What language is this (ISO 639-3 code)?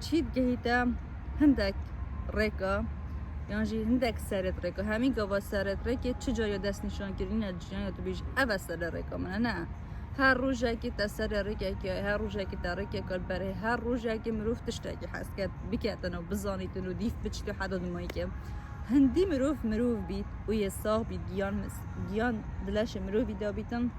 kur